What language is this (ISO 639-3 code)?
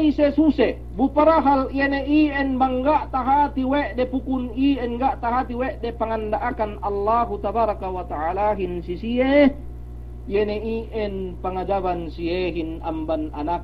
yka